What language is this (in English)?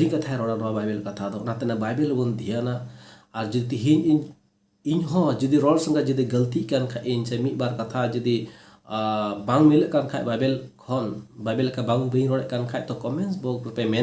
Santali